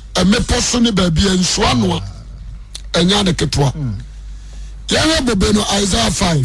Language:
Akan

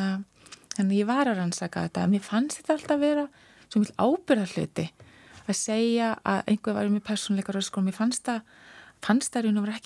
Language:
Icelandic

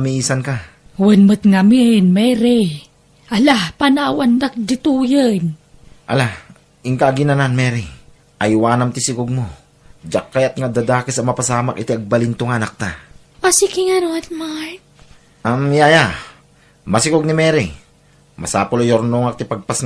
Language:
Iloko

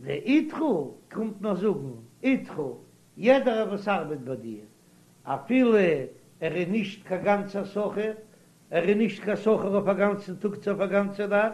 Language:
Yiddish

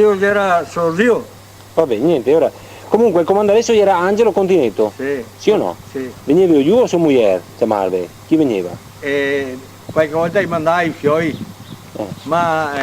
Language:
Venetian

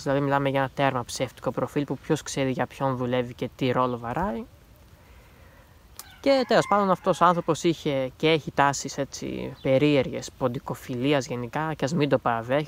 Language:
Greek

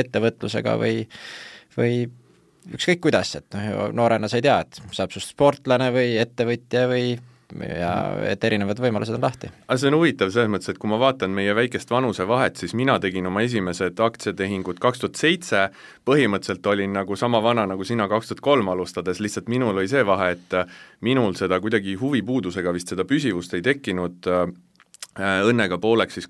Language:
Estonian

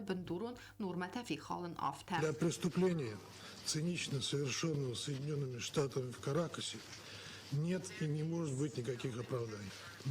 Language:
Ossetic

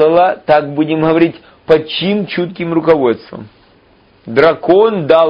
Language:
Russian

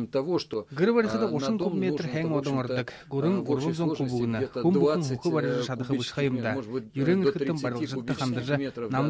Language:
Buriat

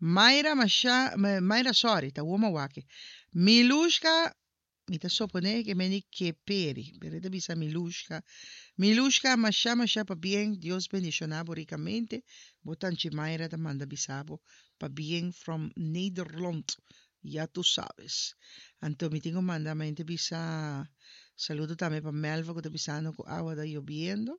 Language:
Papiamento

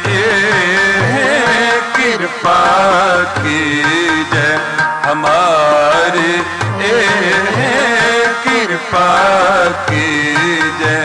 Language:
Hindi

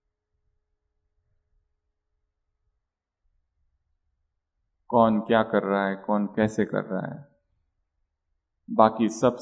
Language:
Hindi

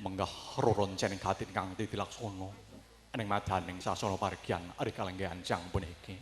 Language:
Javanese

